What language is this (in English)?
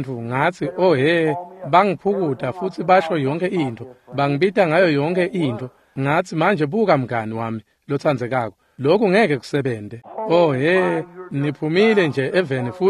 Swati